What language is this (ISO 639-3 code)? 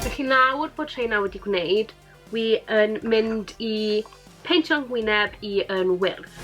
cym